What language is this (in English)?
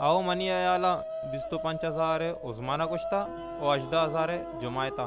Baluchi